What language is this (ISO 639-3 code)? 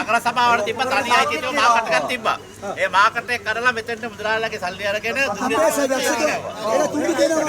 sin